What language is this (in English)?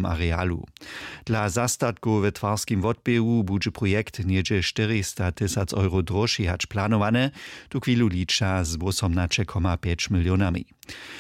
Upper Sorbian